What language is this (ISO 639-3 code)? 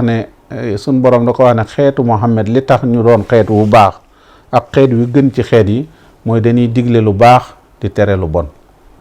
wol